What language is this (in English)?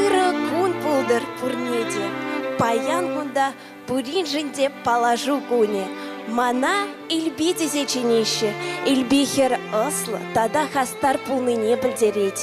Chuvash